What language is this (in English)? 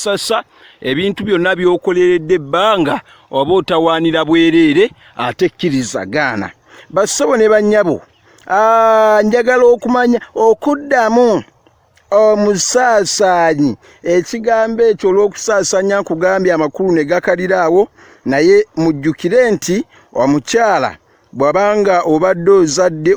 Ganda